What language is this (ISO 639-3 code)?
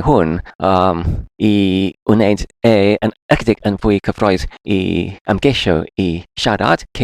cym